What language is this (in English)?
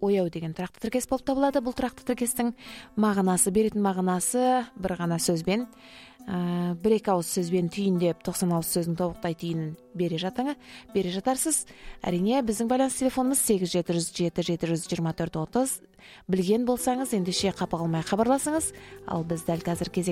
Kazakh